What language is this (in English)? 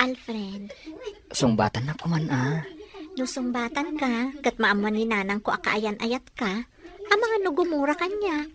Iloko